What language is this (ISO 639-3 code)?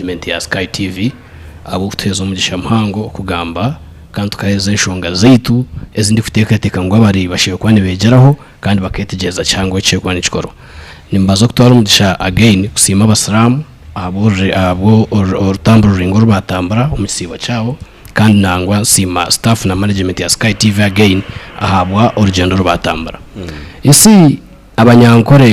nyn